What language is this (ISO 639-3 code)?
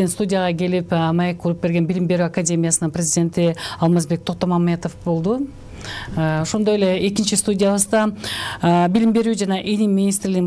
kir